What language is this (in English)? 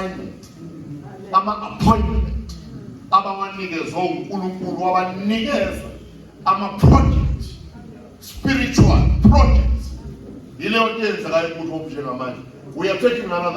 Zulu